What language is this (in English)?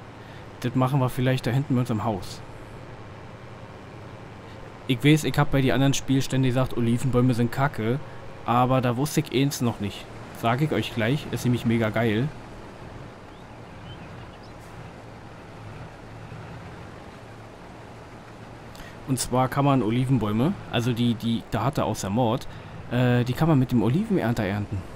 German